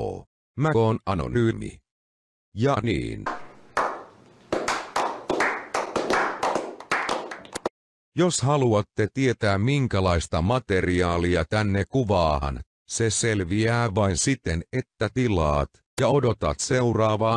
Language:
Finnish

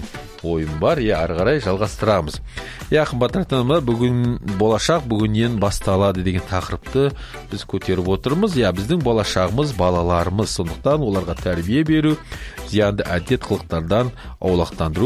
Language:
Kazakh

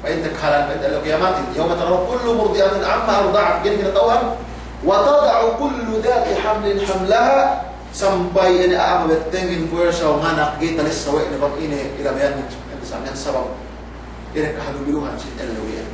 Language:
Yakan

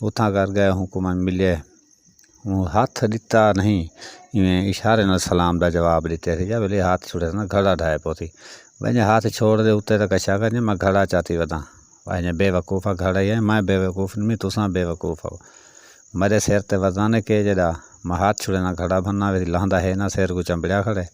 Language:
Saraiki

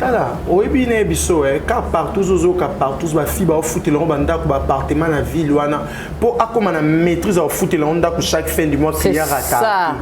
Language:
Lingala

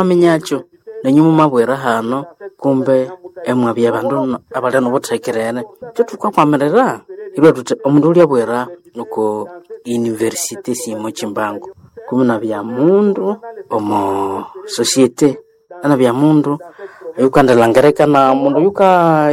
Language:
Nande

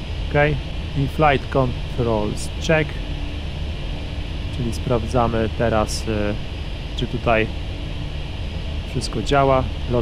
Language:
Polish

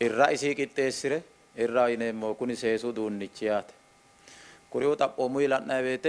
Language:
Sidamo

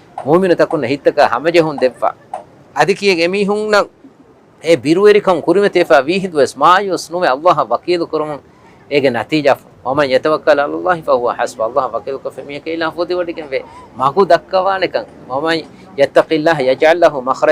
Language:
Divehi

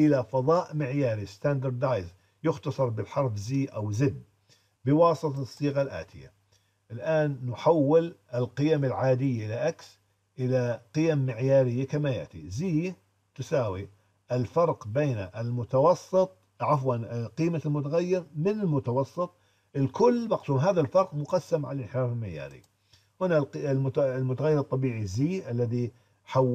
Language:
Arabic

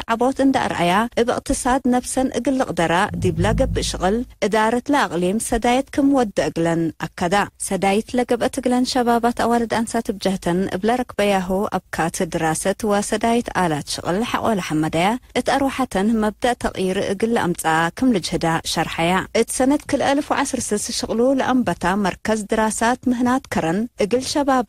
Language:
Tigre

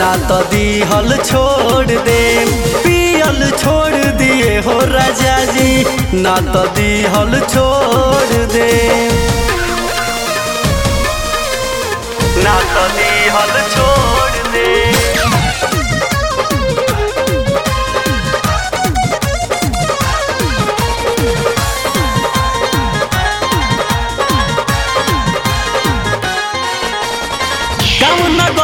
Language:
Bhojpuri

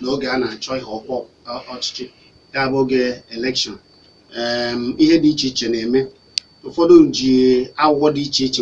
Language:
Igbo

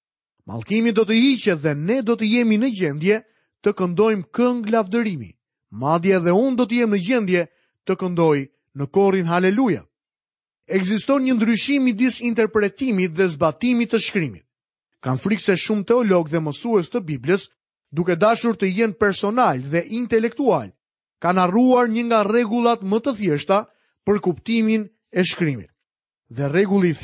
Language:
Albanian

